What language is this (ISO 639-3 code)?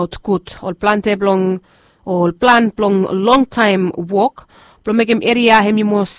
bis